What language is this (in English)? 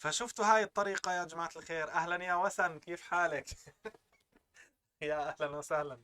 North Levantine Arabic